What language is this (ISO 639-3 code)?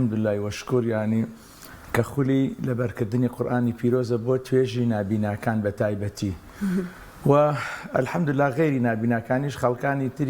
ckb